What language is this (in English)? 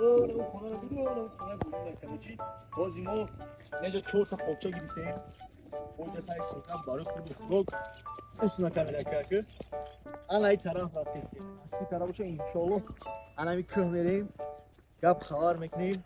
Tajik